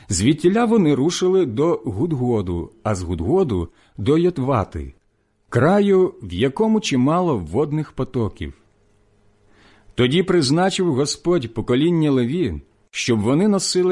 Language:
Ukrainian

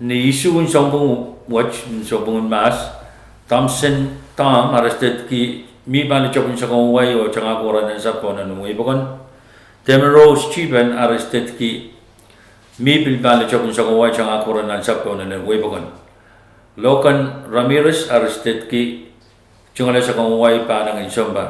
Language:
Pohnpeian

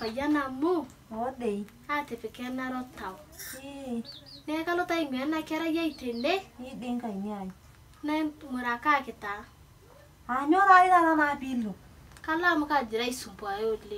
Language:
Masai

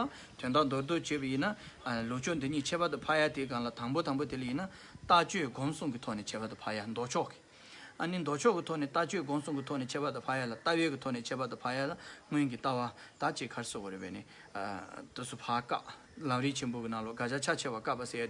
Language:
Tibetan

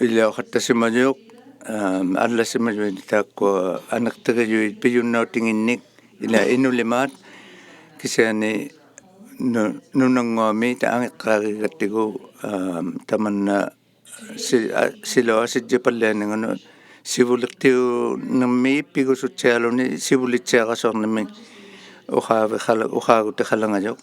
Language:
Inuktitut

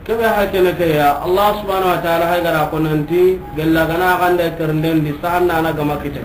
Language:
Soninke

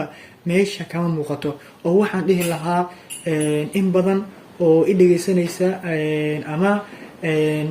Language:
Somali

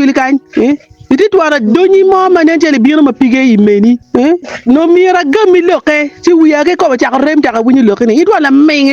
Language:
Acoli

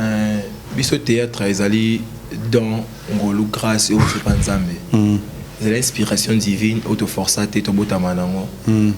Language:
Lingala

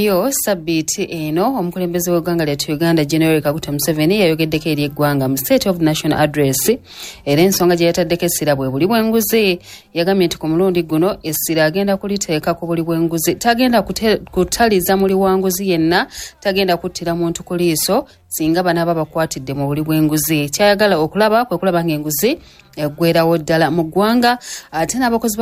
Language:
Ganda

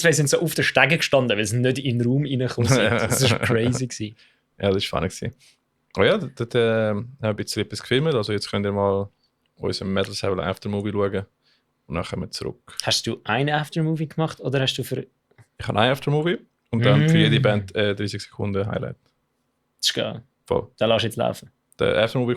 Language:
Swiss German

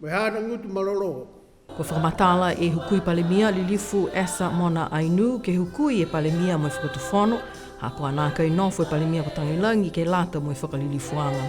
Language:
Niuean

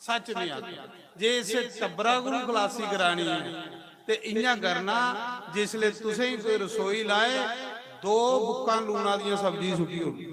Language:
Dogri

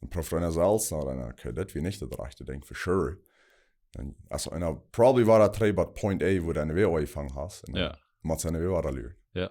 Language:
Plautdietsch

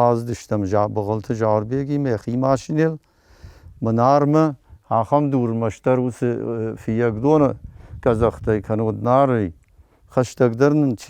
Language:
Ossetic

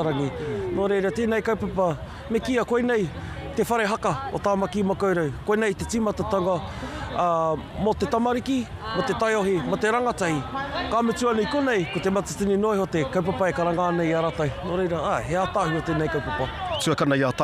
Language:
Māori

